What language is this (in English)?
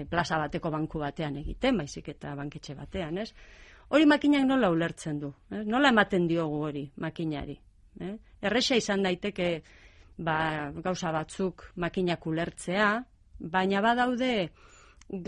Basque